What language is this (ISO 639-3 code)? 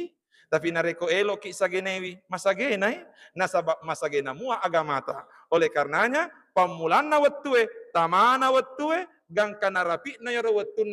bug